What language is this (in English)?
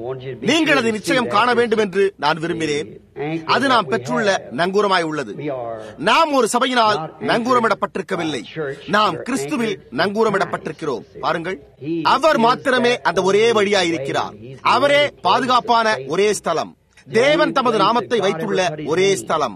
Tamil